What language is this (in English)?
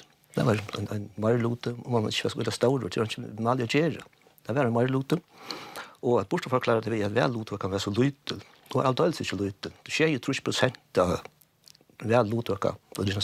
Faroese